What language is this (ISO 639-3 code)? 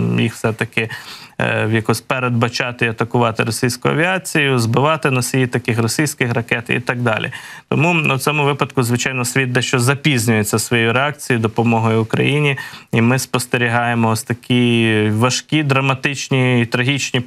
ukr